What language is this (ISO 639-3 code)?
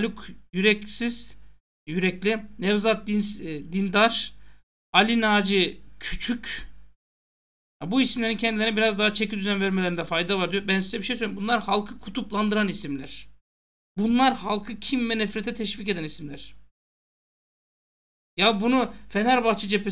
tur